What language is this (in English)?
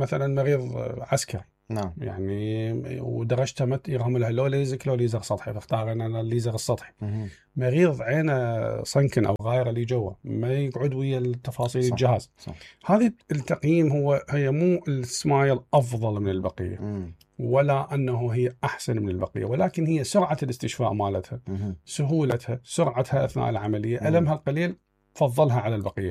Mesopotamian Arabic